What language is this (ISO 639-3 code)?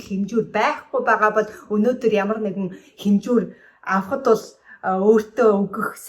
mon